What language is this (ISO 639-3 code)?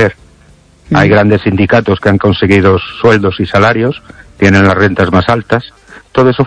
spa